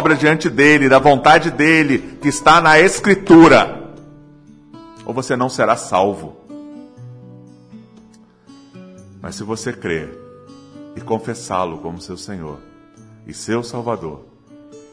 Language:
Portuguese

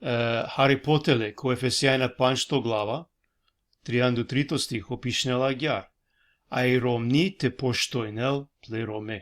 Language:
Balkan Romani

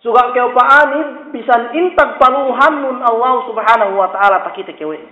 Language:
Yakan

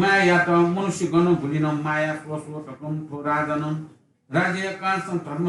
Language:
Newari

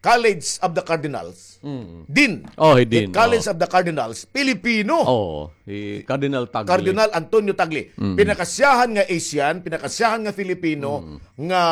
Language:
Waray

